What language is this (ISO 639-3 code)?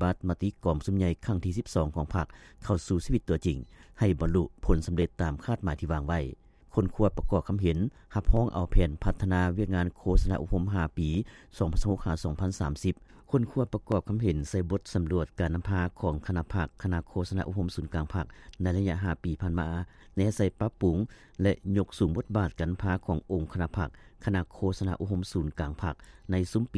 lao